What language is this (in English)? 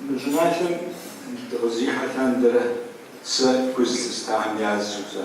Kabardian